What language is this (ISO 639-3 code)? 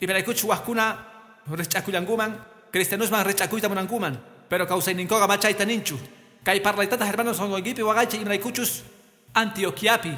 que